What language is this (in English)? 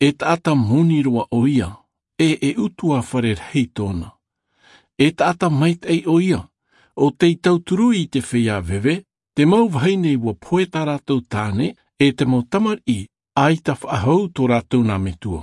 Tahitian